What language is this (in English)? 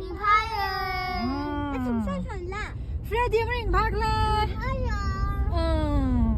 Tangkhul Naga (India)